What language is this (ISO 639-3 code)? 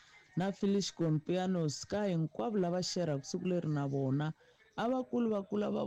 tso